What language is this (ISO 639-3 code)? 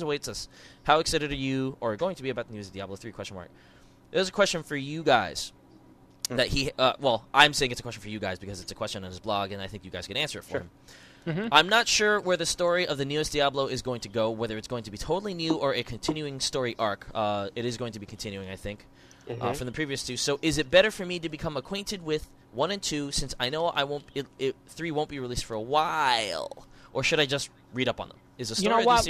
eng